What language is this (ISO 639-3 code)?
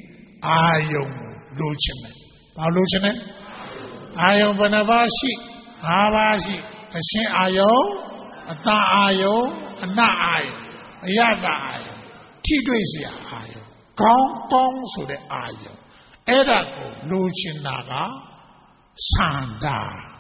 mya